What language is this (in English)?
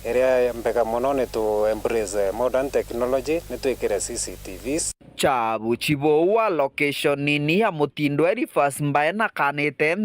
Meru